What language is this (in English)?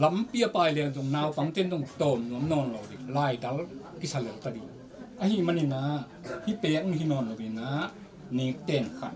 Tedim Chin